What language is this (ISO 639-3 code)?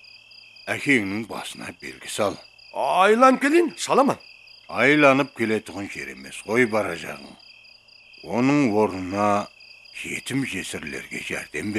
kaa